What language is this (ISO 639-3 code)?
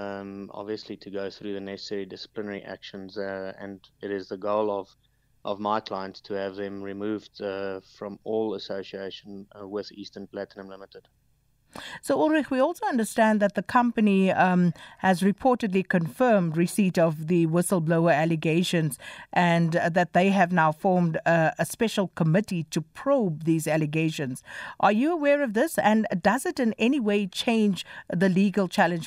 eng